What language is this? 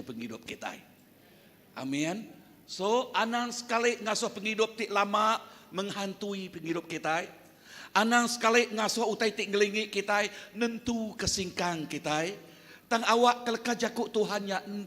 Iban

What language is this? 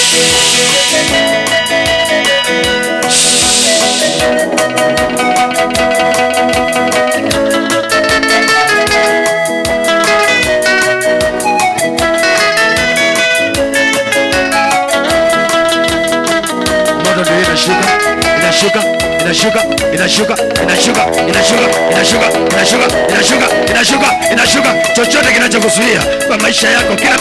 Swahili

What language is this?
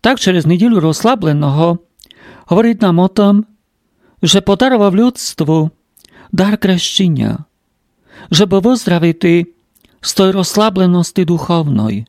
Rusyn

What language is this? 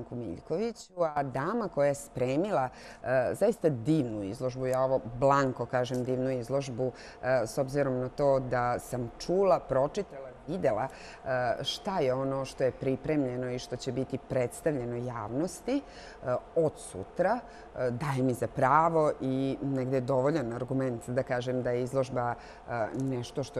Serbian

